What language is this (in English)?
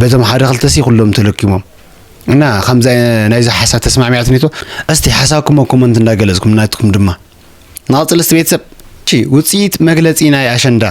Tigrinya